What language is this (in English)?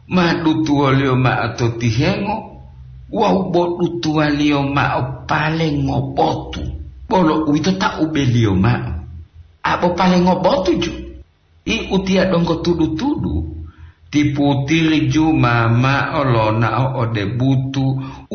Gorontalo